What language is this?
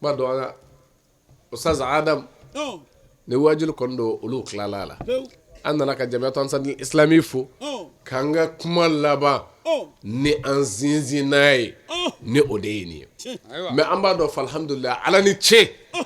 Bambara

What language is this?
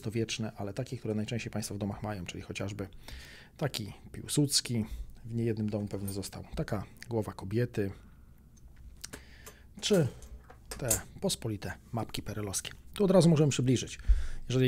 Polish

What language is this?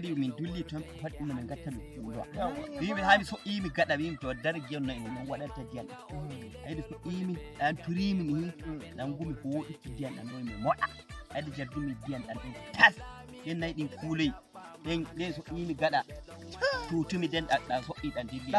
Nigerian Fulfulde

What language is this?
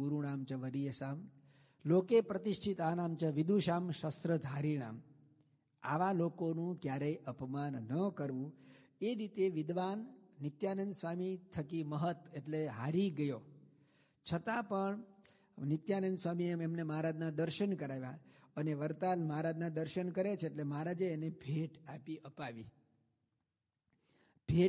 Gujarati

